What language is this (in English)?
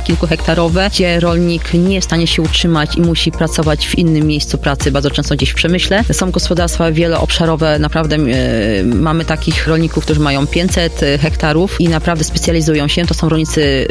Polish